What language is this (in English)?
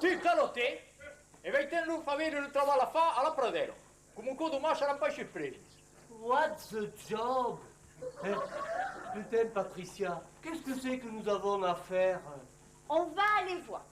Occitan